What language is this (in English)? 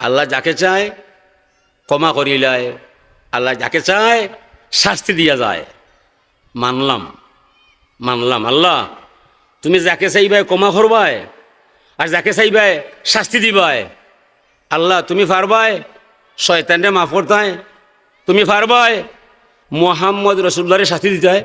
Sylheti